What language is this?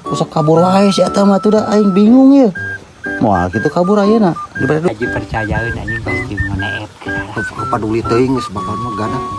Sundanese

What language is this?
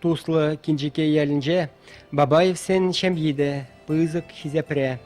Chuvash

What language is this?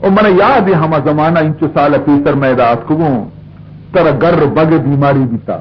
Baluchi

